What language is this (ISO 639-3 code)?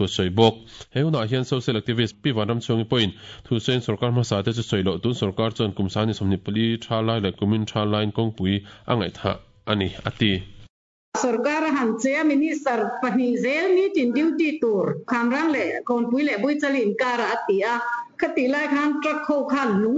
lus